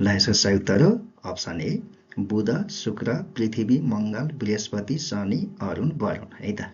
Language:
Nepali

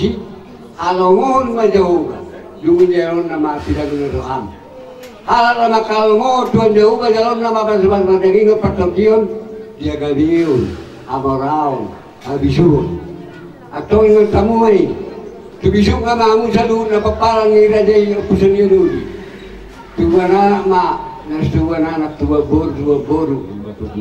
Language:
Batak Toba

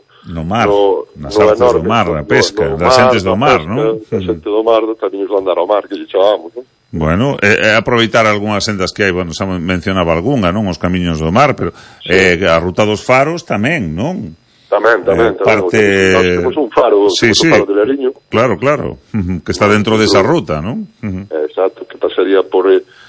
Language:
Galician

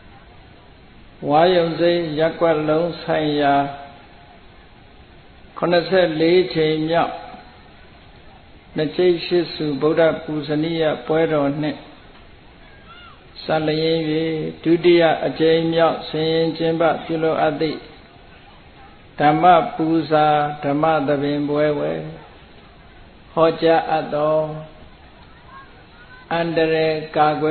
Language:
Burmese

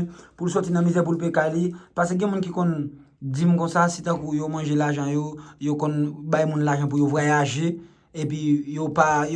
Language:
Haitian Creole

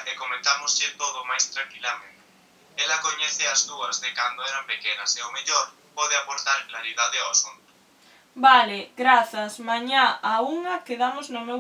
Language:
Galician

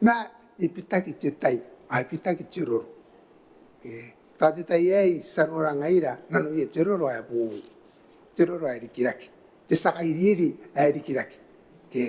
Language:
Gilbertese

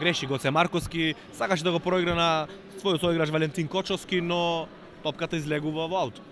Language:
Macedonian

